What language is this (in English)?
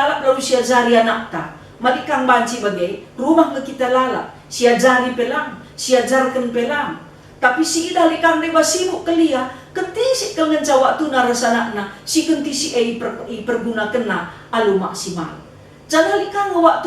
Batak Karo